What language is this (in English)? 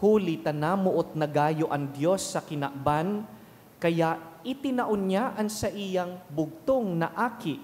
Bikol